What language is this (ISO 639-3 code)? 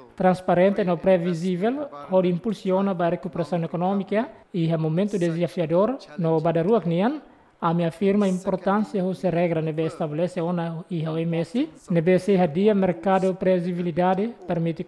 tet